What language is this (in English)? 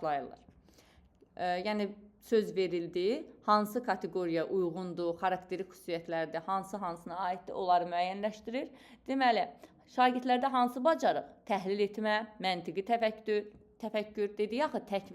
Azerbaijani